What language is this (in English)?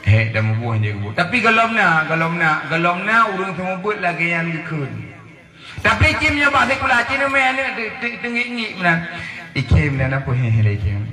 Achinese